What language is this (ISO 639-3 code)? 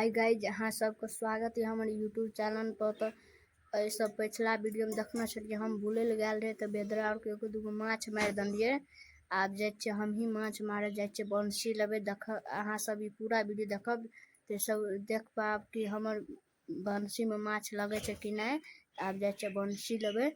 mai